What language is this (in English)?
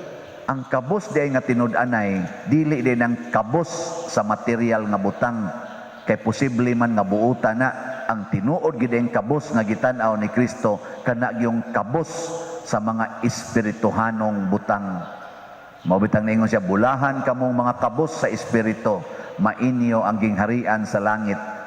Cebuano